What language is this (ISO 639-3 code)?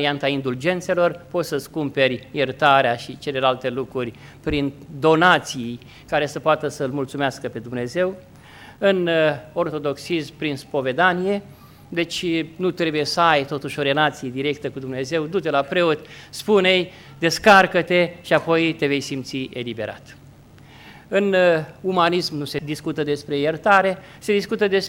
ron